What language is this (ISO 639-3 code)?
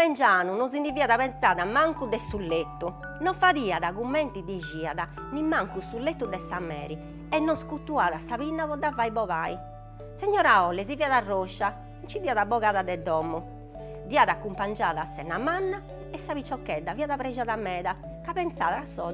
srd